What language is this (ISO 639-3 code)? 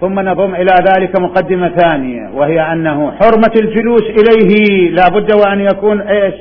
acm